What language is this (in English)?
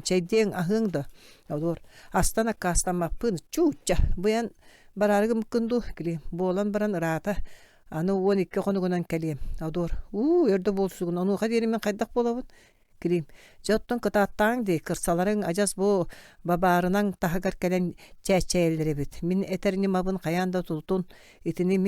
Yakut